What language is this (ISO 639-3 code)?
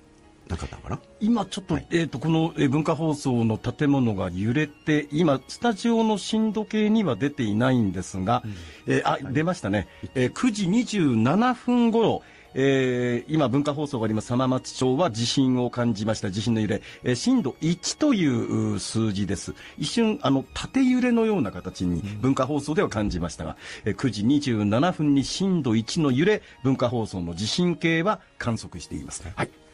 jpn